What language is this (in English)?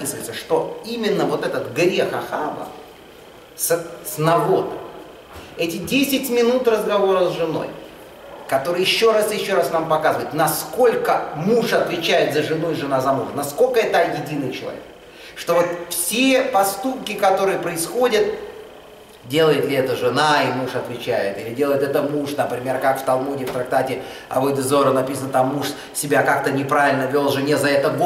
Russian